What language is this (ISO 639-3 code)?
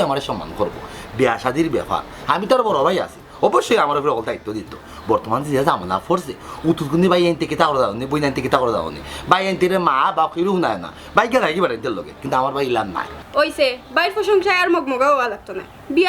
syl